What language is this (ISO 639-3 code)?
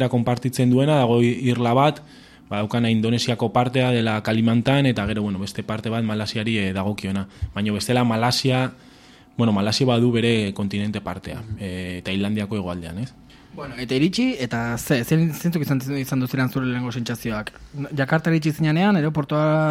eus